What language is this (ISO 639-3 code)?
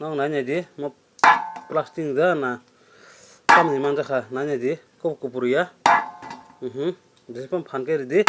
trp